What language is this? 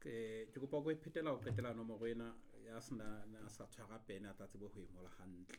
Southern Sotho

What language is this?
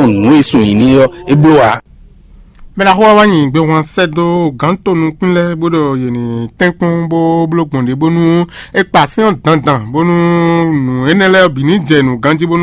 Fon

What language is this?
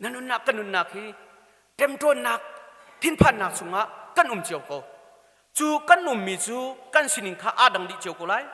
Hakha Chin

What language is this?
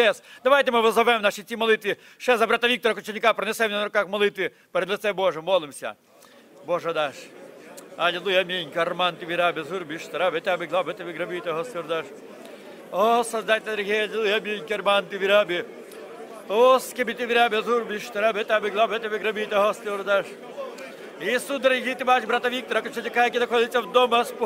Ukrainian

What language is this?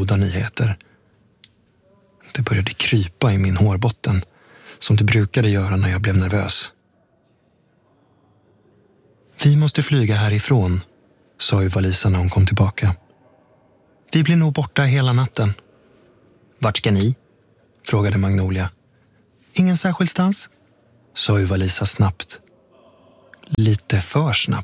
Swedish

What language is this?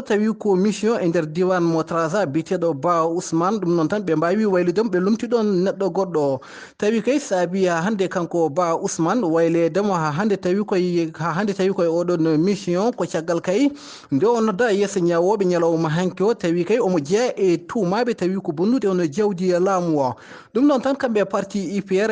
Fula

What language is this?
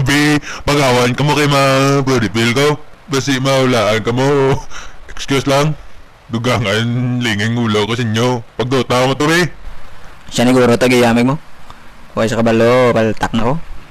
Hiligaynon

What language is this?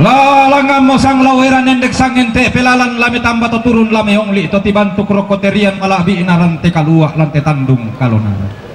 Toraja-Sa'dan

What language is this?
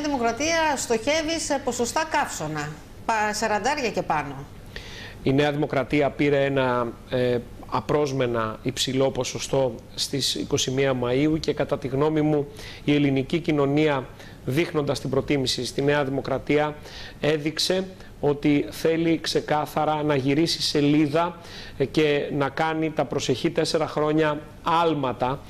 Greek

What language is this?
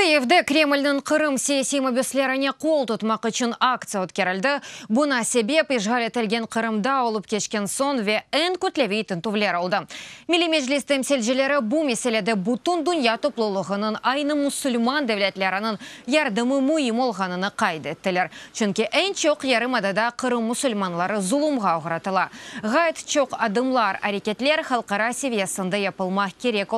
Crimean Tatar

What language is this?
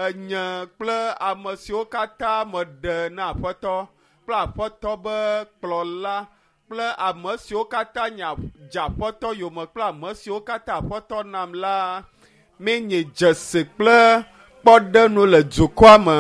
Ewe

